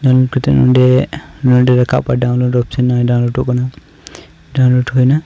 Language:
Santali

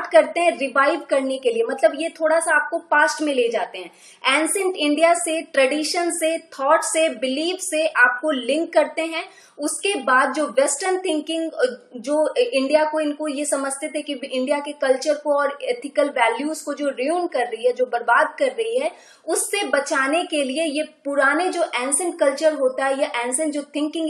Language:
Hindi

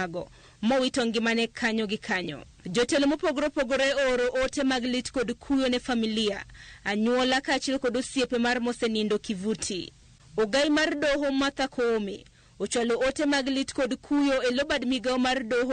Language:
Luo (Kenya and Tanzania)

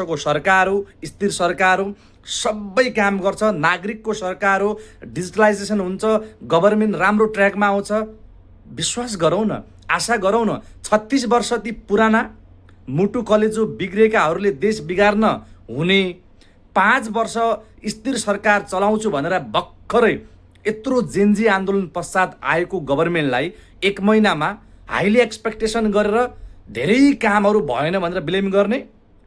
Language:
Nepali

